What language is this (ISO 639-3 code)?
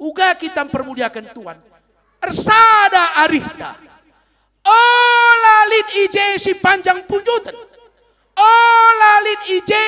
btx